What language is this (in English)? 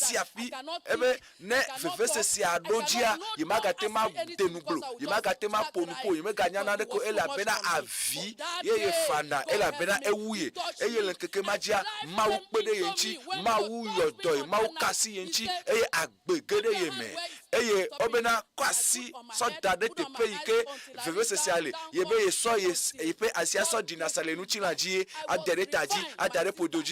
Ewe